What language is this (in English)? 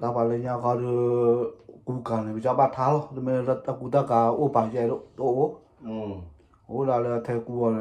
S'gaw Karen